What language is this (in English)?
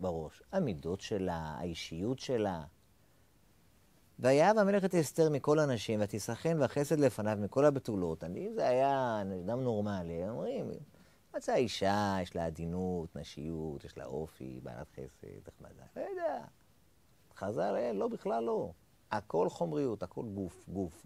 Hebrew